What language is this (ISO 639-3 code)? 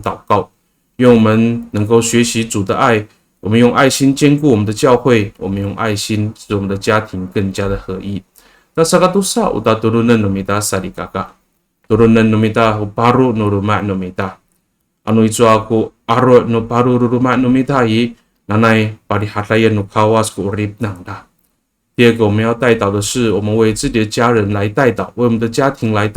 ami